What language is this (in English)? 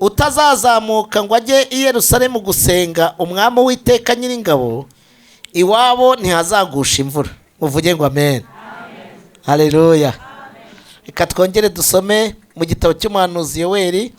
Kinyarwanda